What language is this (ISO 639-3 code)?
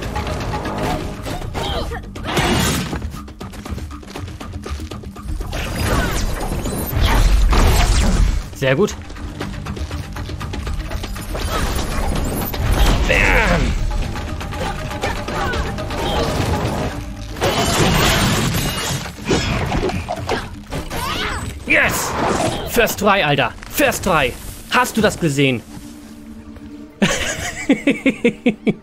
deu